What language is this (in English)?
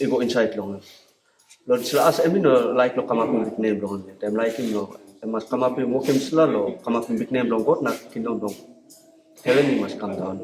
Tok Pisin